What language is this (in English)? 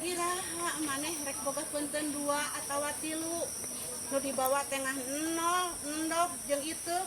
Sundanese